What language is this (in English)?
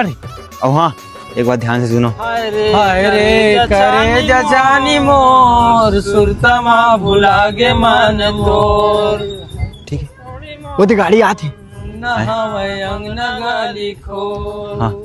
Chhattisgarhi